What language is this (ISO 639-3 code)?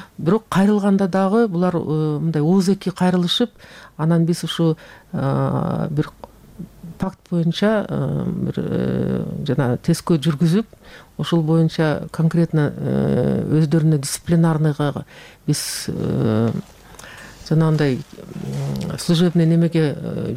kir